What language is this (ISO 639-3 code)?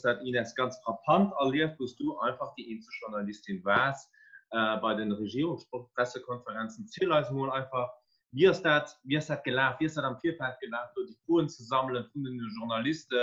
ltz